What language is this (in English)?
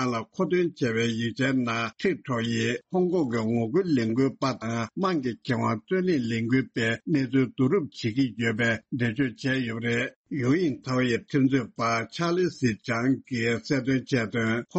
Tibetan